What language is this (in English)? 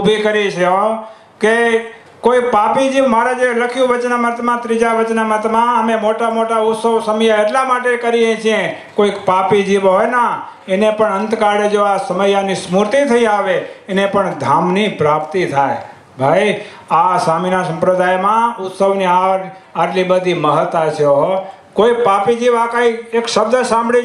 Gujarati